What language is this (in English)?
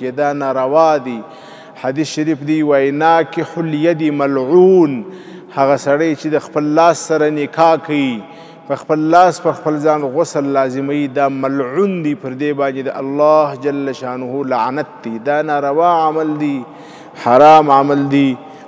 Pashto